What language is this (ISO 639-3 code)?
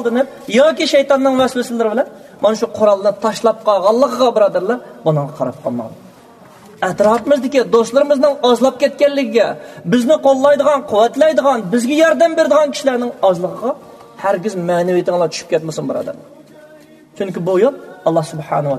uig